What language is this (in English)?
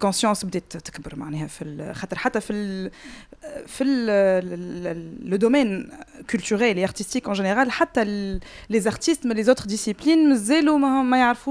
Tunisian Arabic